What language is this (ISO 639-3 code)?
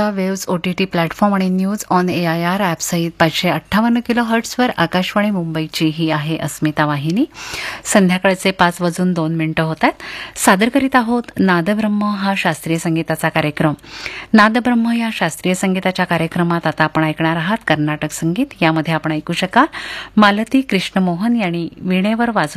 mar